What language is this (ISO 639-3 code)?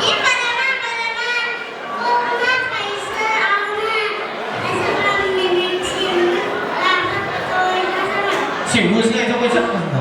kaa